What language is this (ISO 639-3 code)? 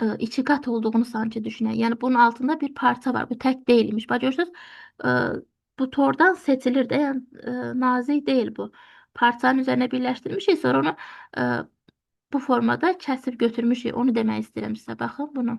aze